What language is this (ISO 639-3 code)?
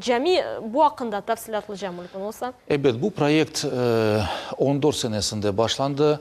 crh